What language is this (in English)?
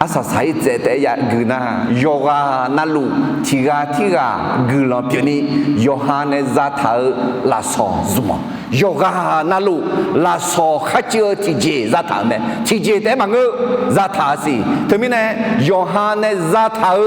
Akha